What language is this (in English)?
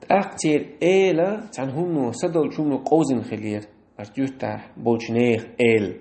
Chechen